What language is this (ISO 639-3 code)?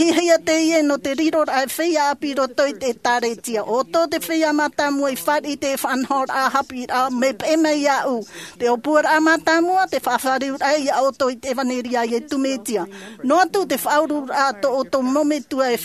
tah